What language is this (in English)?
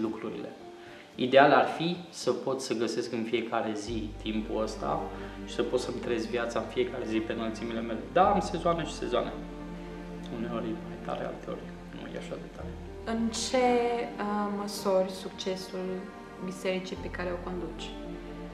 Romanian